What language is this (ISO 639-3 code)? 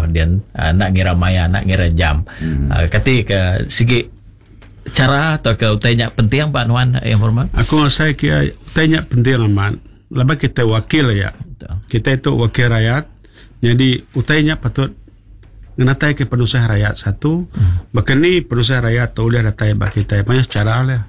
iba